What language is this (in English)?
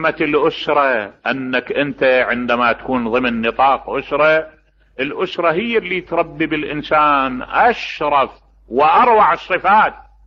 Mesopotamian Arabic